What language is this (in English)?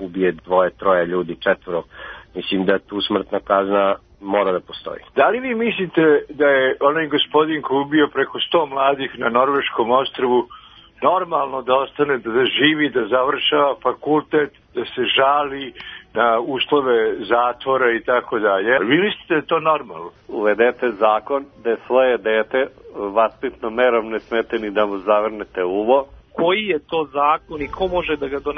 Serbian